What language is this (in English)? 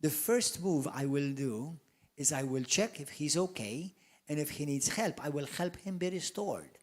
English